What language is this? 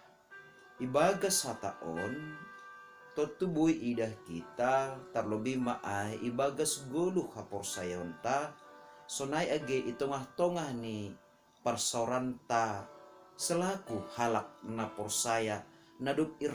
Batak Simalungun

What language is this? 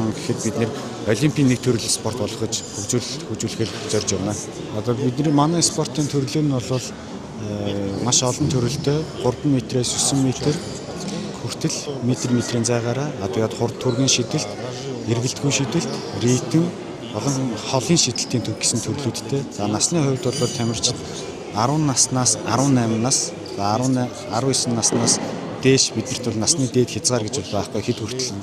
Mongolian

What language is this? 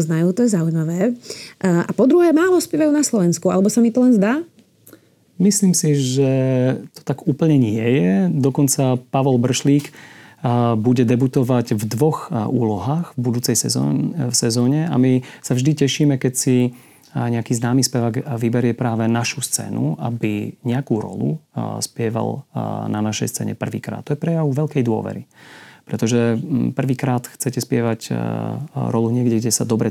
Slovak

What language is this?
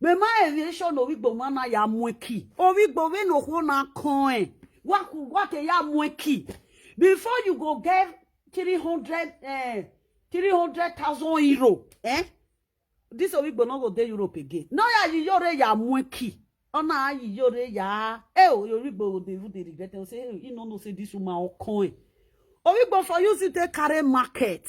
Nigerian Pidgin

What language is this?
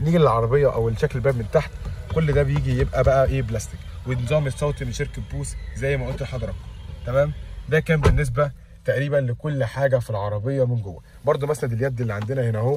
Egyptian Arabic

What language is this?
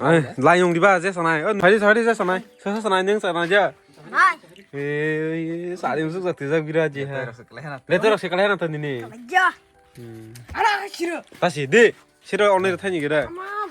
Kok Borok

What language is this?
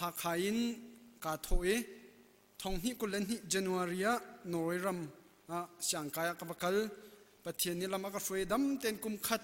Hakha Chin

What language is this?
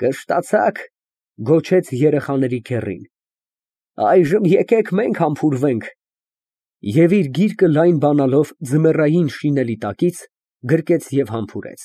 Armenian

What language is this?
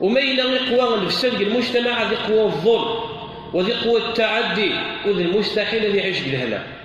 Kabyle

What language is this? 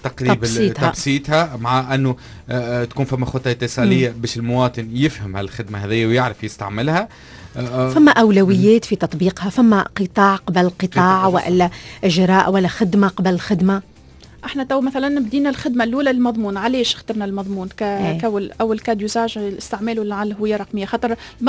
Tunisian Arabic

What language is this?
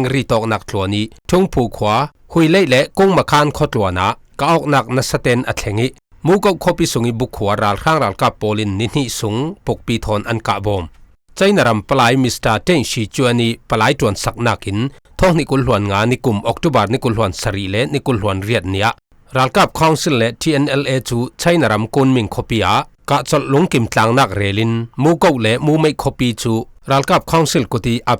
Falam Chin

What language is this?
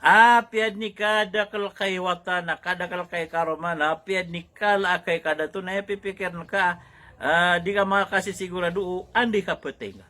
Maranao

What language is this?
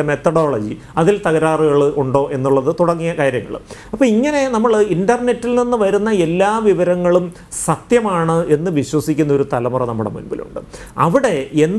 Malayalam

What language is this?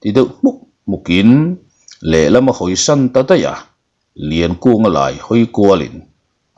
Mizo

